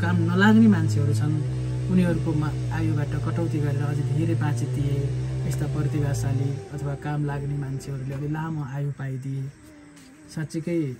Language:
Nepali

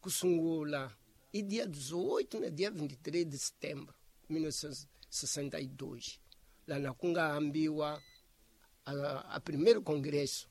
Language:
Tsonga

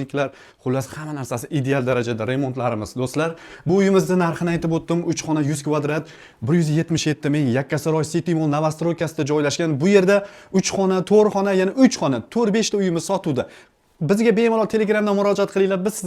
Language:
Uzbek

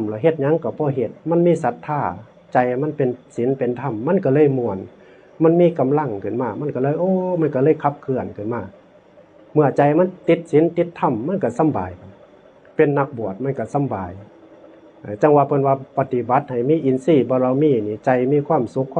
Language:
Northeastern Thai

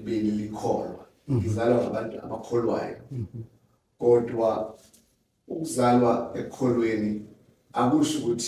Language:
Zulu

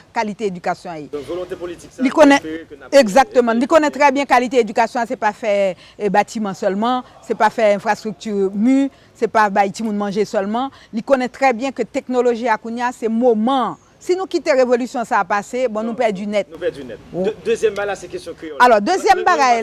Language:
Haitian Creole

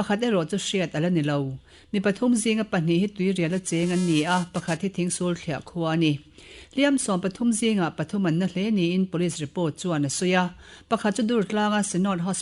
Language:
Mizo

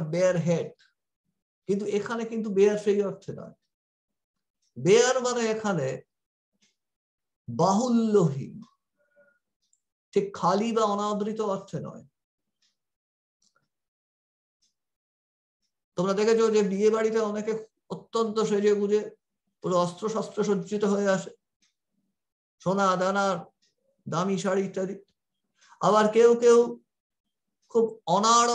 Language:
Bangla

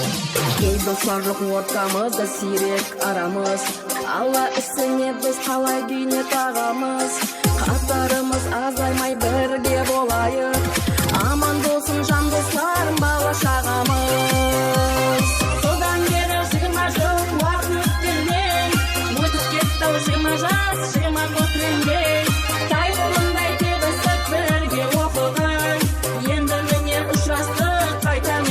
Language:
Kara-Kalpak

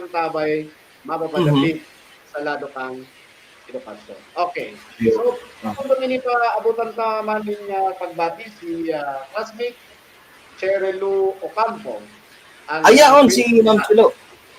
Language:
Bikol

